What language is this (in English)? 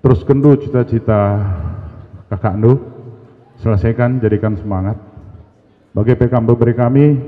Batak Karo